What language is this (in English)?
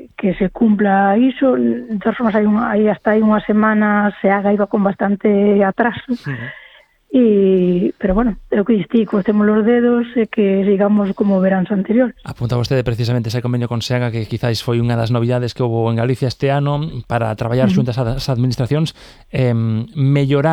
Galician